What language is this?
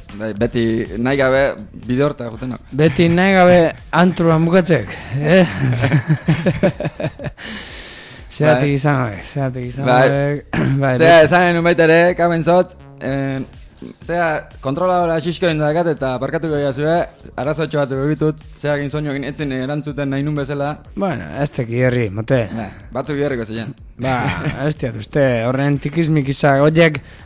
Basque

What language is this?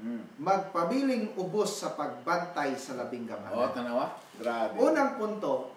Cebuano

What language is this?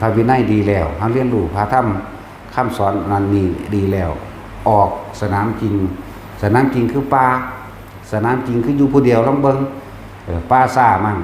Northeastern Thai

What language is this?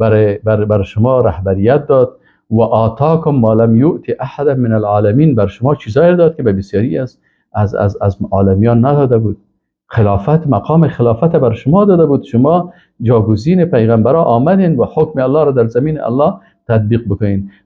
Persian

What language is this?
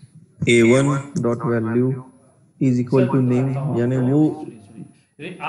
Hindi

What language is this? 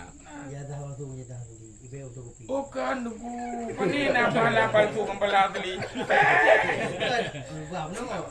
Achinese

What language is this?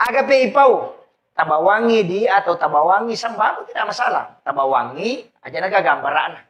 Buginese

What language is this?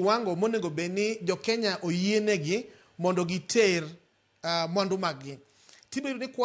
Luo (Kenya and Tanzania)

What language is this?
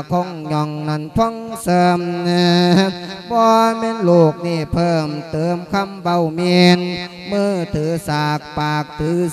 Lao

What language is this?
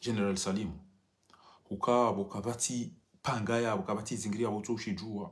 Ngazidja Comorian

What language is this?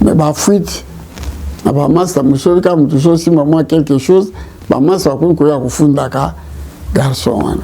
Lingala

